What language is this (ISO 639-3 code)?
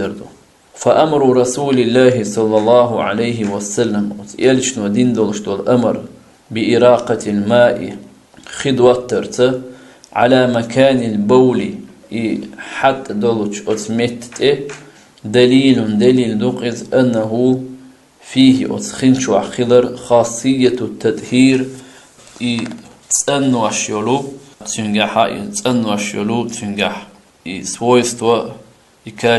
che